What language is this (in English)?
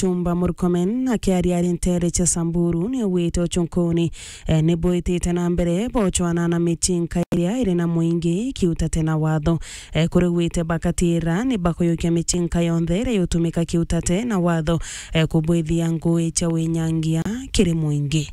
Meru